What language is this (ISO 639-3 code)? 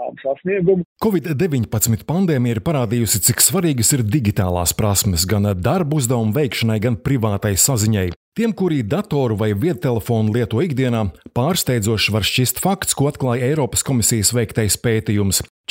lav